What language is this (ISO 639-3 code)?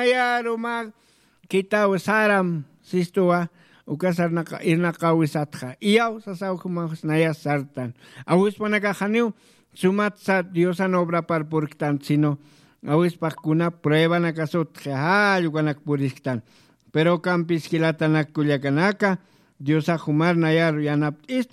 aym